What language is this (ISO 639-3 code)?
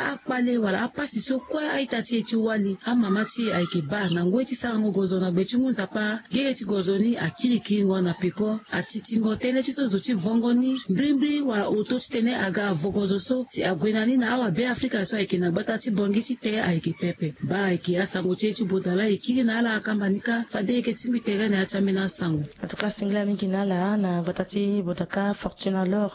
sag